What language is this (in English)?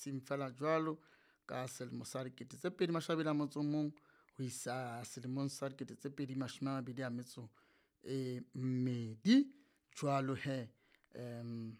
Southern Sotho